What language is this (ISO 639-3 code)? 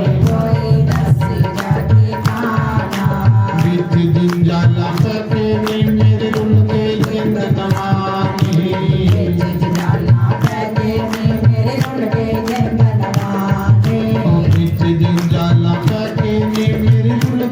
doi